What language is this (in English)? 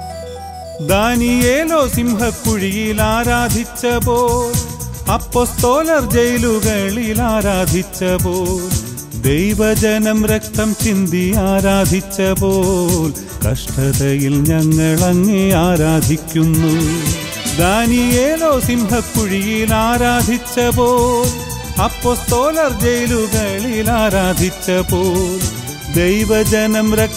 Malayalam